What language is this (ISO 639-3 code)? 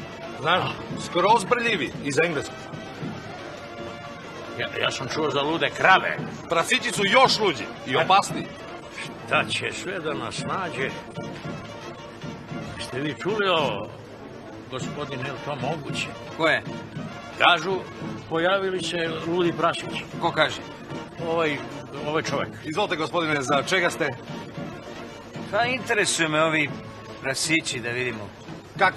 srp